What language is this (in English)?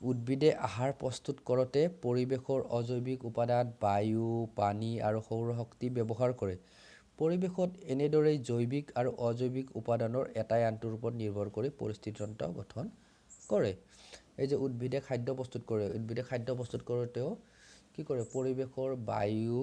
Assamese